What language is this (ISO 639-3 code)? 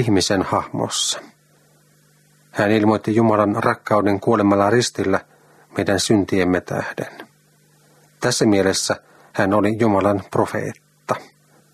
fin